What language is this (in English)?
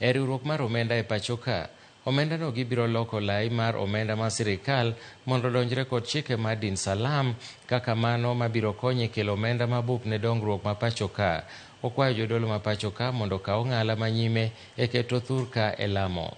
Luo (Kenya and Tanzania)